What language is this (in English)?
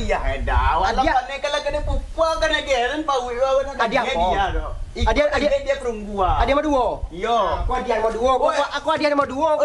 Minangkabau